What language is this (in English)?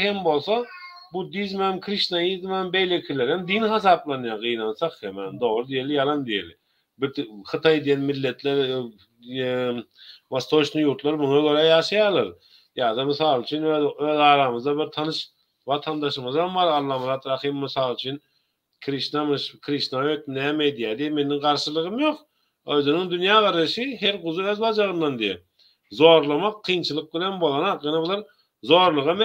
Turkmen